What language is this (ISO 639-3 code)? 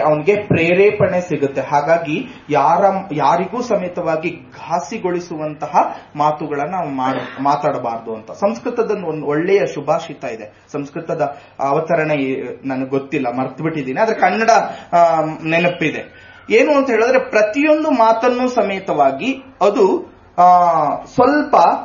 kan